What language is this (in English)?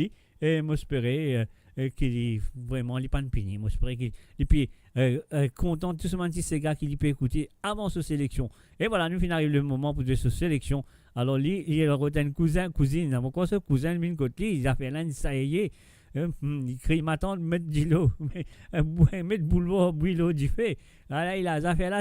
Morisyen